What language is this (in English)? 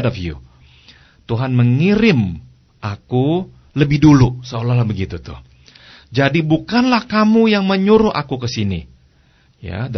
Indonesian